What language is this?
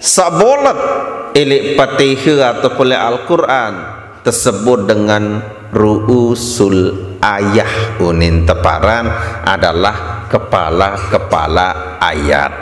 Sasak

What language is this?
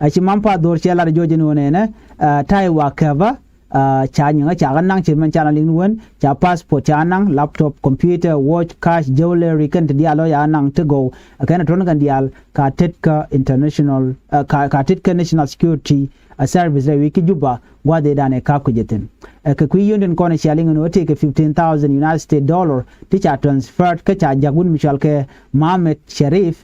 Nuer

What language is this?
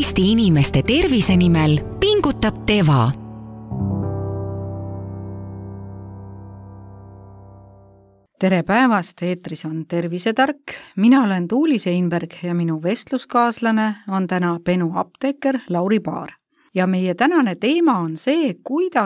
Estonian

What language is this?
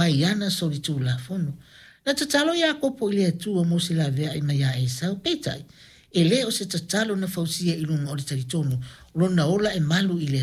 Samoan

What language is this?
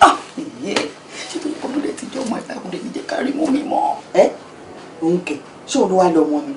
Yoruba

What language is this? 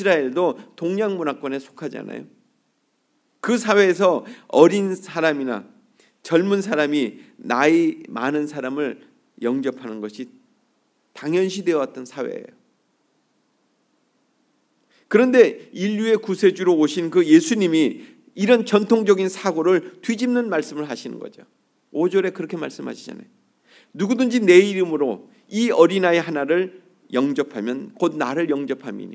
Korean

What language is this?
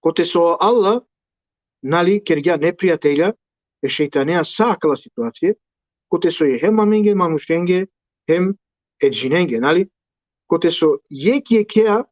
Balkan Romani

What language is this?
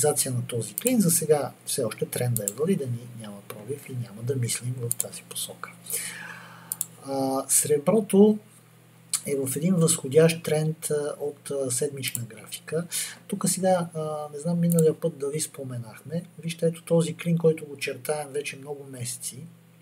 Bulgarian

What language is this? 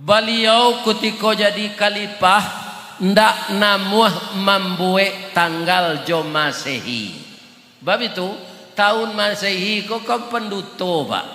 Minangkabau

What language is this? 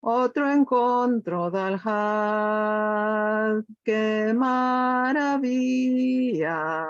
Ladino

